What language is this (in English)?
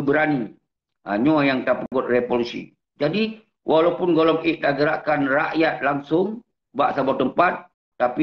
Achinese